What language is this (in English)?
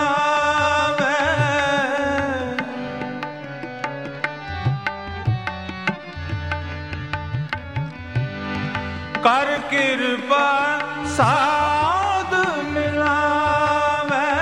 Punjabi